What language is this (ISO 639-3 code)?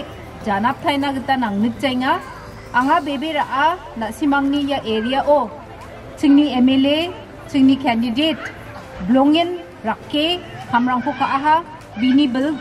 grt